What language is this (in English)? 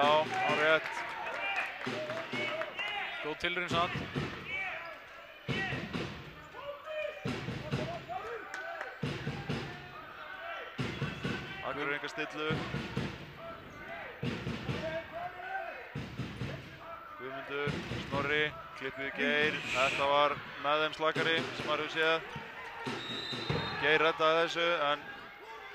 Icelandic